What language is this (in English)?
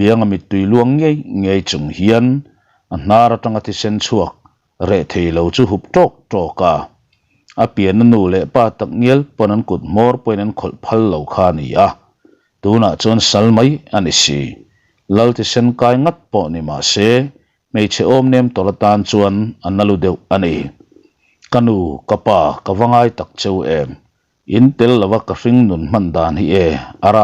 Mizo